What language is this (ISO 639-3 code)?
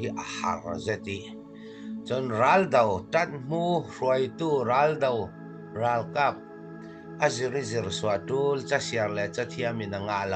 cfm